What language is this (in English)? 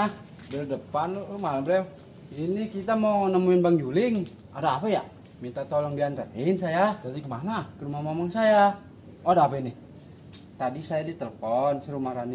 Betawi